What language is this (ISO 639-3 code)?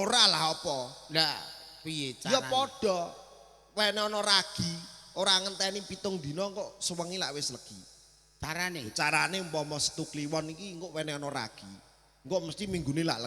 jav